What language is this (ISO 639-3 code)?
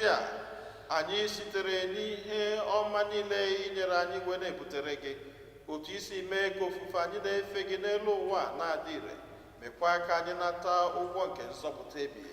ibo